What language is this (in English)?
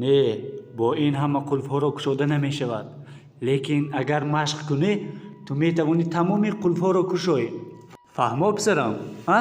Tajik